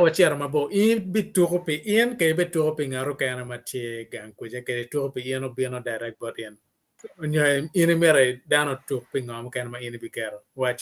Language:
Acoli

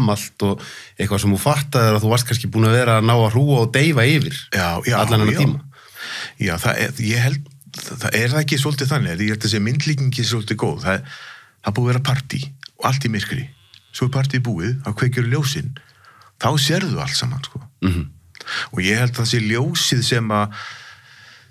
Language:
Icelandic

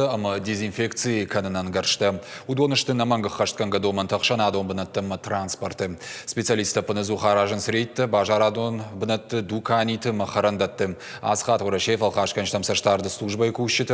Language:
Ossetic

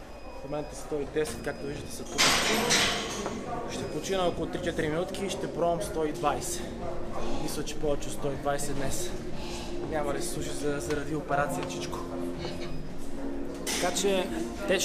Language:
Bulgarian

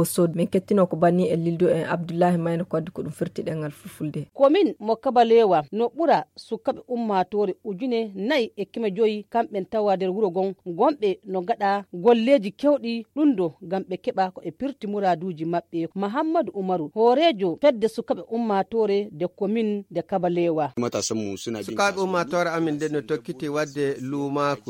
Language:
Nigerian Fulfulde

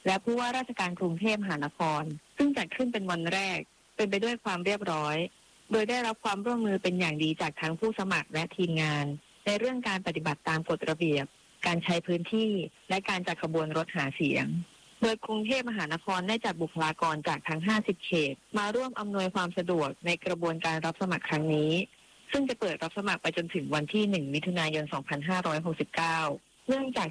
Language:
Thai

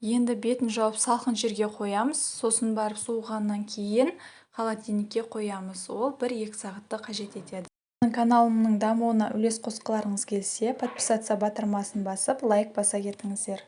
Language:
Kazakh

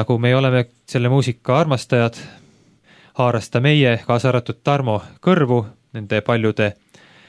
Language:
Estonian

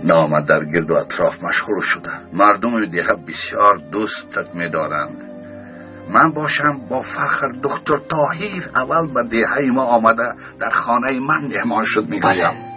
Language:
Tajik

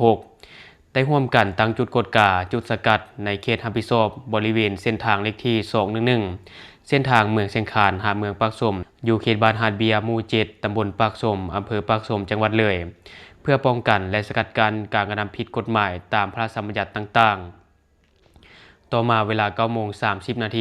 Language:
Lao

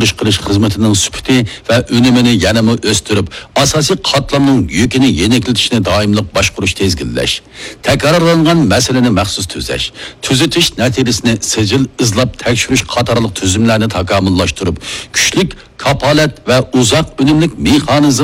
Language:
Uyghur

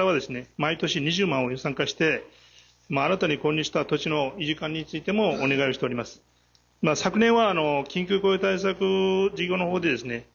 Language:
Japanese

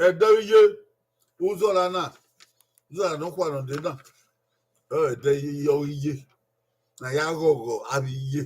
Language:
Bini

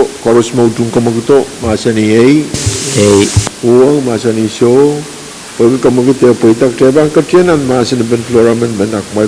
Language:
Pohnpeian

